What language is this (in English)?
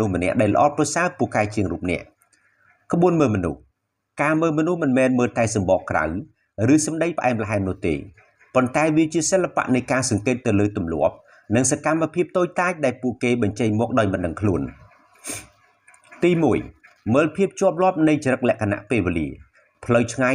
Khmer